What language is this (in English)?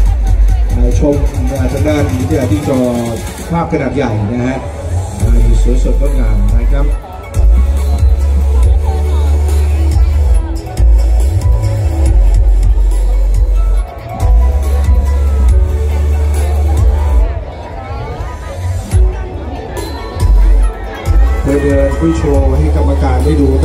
Thai